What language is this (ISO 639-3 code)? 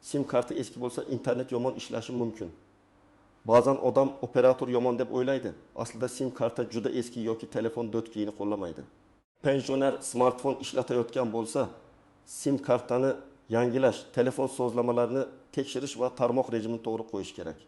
uzb